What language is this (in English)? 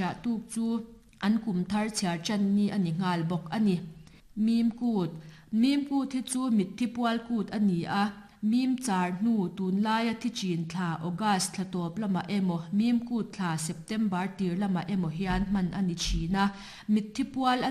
Mizo